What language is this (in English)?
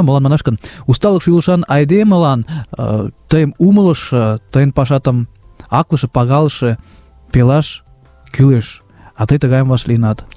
Mari